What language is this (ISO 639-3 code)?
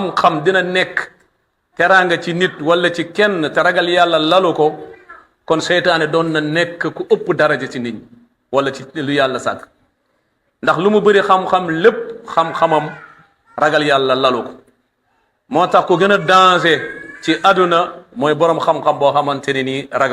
wol